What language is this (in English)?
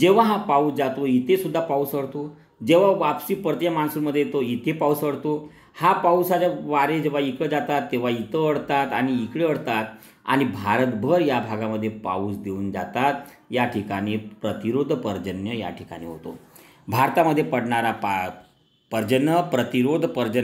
Marathi